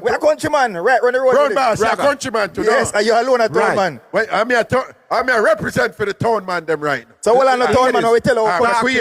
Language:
Jamaican Creole English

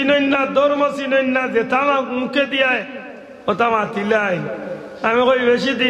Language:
Sylheti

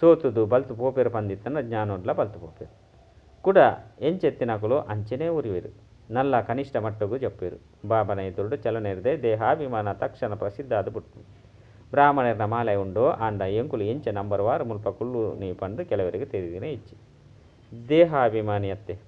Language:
Tulu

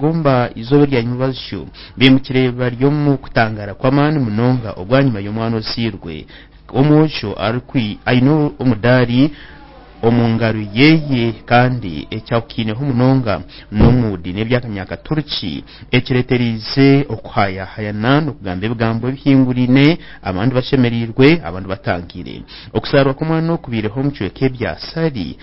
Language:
Nyankole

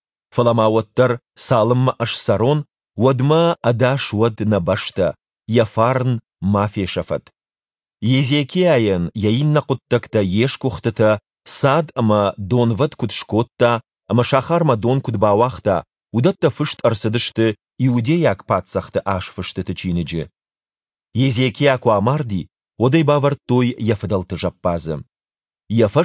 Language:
Ossetic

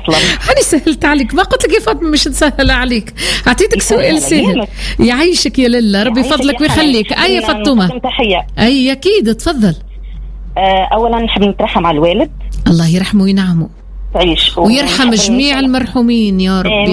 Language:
Tunisian Arabic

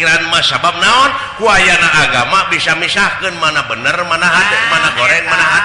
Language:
Sundanese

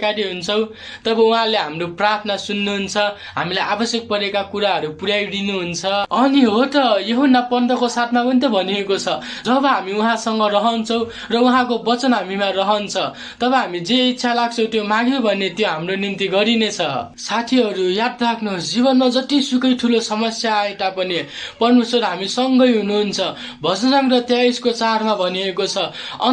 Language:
Nepali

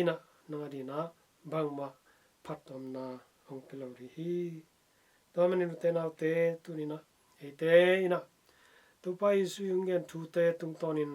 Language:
Tedim Chin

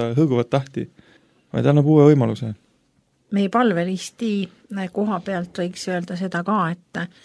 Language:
Estonian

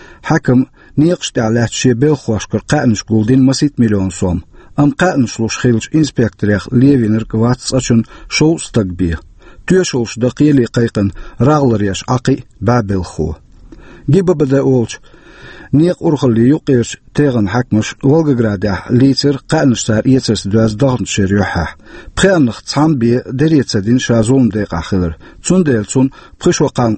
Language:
Chechen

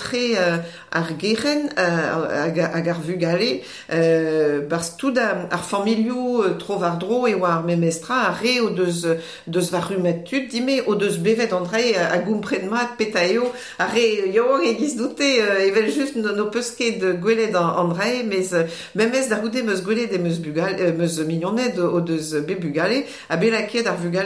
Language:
Breton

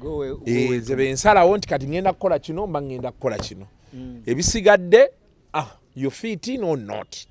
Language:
Ganda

